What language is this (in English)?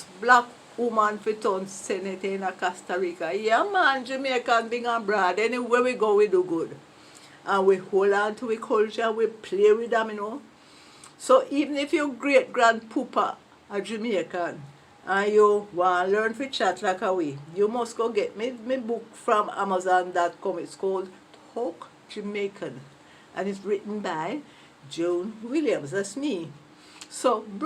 Jamaican Creole English